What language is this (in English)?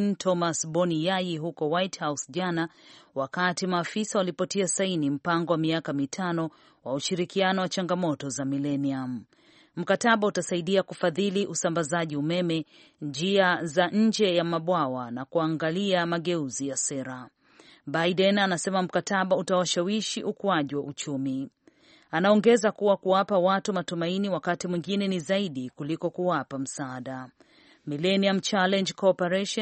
Swahili